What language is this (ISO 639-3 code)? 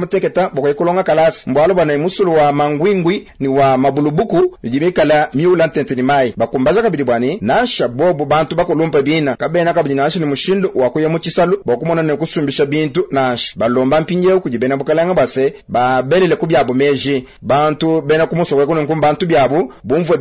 lua